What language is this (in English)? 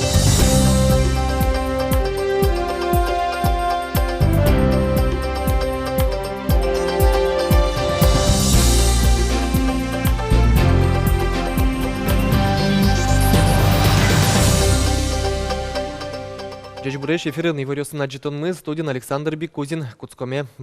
Udmurt